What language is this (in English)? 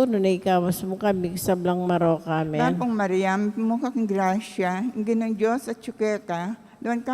Pampanga